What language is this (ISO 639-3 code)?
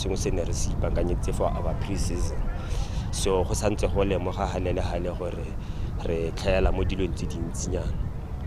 tsn